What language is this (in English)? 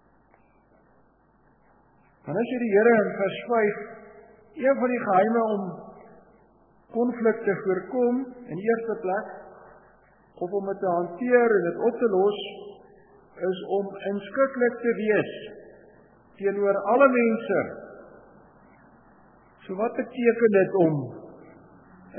Afrikaans